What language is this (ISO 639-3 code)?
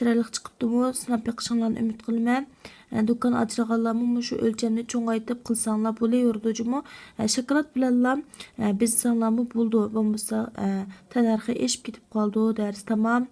uig